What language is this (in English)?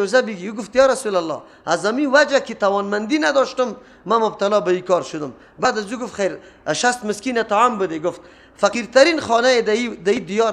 Persian